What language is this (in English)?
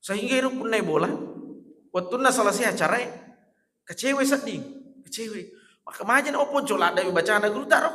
Buginese